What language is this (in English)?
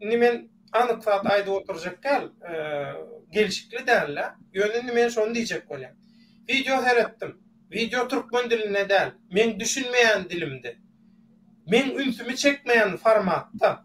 Turkmen